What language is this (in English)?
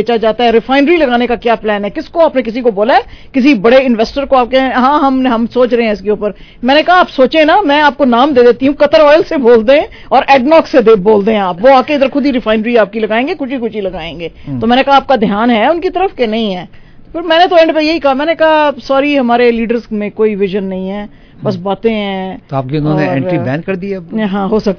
Urdu